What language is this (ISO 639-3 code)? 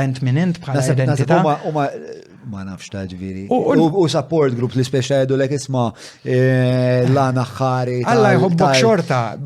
mlt